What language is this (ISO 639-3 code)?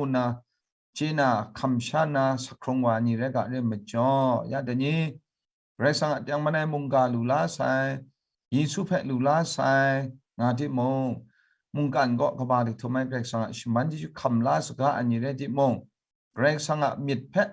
kac